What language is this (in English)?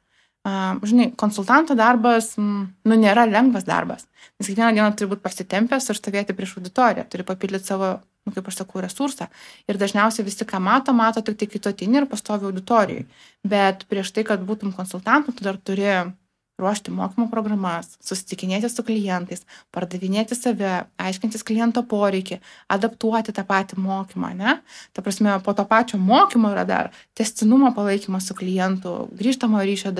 Lithuanian